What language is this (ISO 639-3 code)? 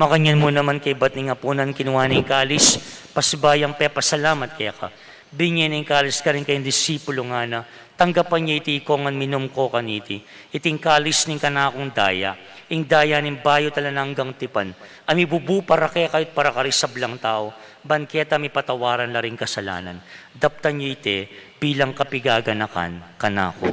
pam